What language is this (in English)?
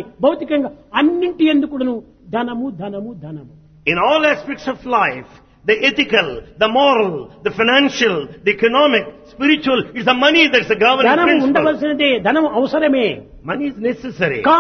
Telugu